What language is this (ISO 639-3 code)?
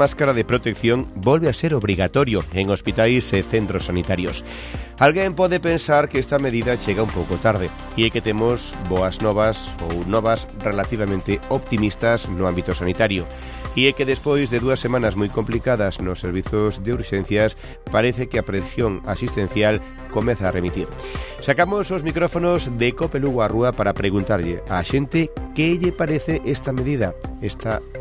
glg